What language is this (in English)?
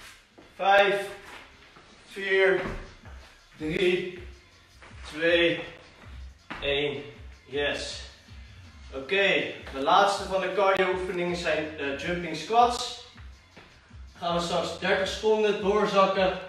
Dutch